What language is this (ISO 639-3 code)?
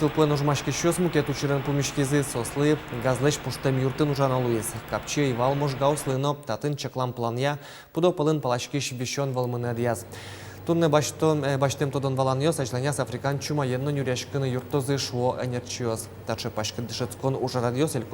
udm